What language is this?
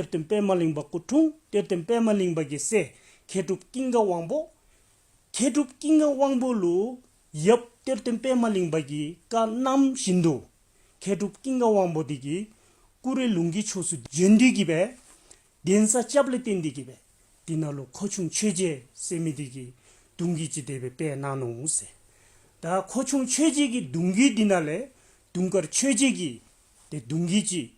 Dzongkha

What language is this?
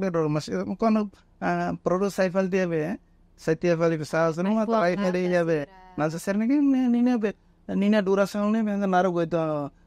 Tetum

